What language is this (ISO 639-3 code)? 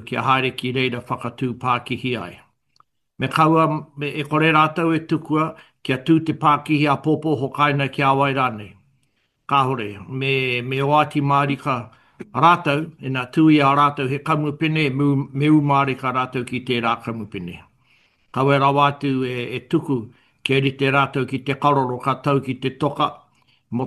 mri